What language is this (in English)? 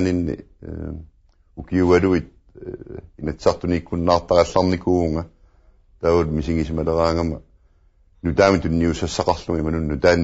Kalaallisut